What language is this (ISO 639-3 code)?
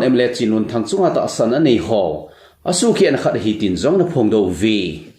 tcz